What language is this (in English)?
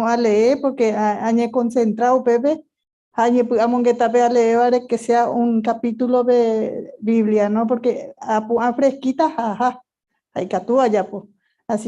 Guarani